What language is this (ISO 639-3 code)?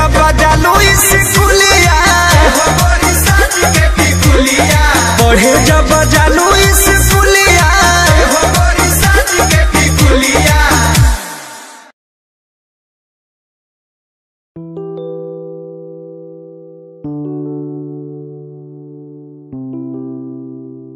bho